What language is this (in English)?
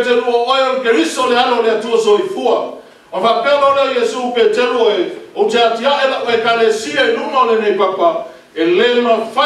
Samoan